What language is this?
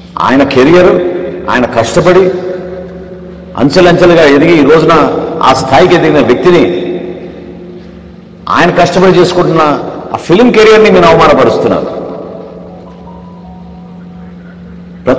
Telugu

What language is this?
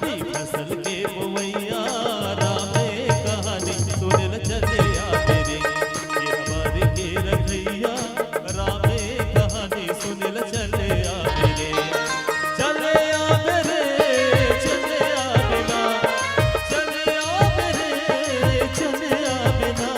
Chhattisgarhi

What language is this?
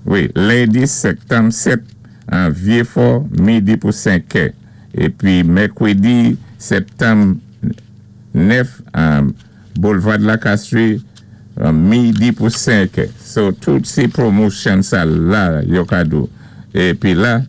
Saint Lucian Creole French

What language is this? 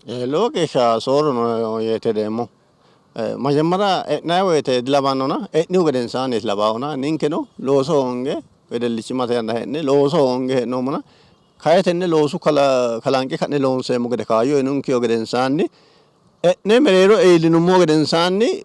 Sidamo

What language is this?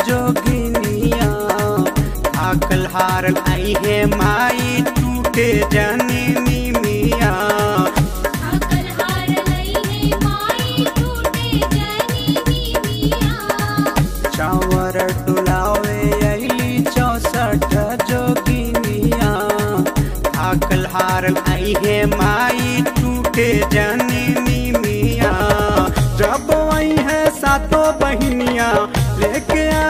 Bhojpuri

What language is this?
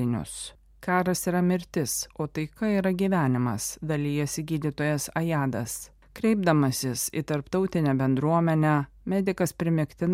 Lithuanian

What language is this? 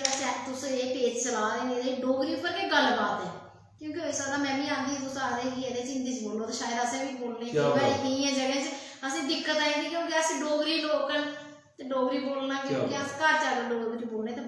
Dogri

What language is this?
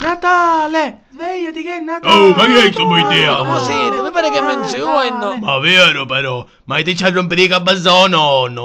Sicilian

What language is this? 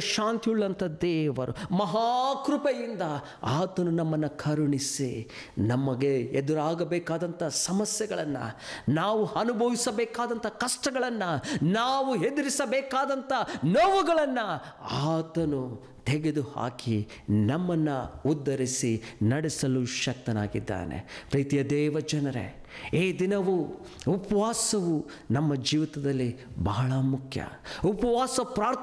Kannada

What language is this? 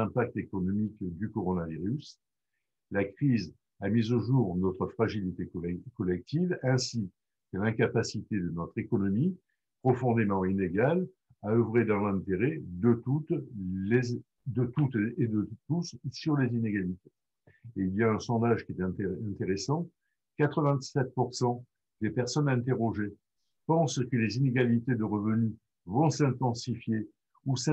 French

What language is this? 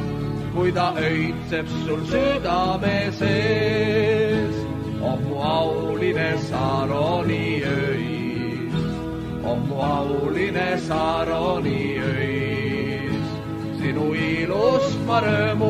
Estonian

